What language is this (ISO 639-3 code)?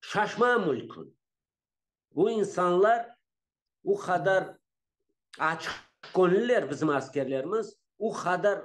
crh